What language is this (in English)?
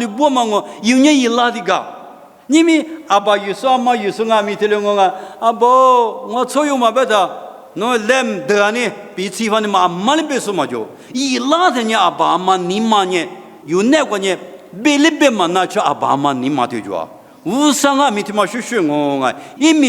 Lisu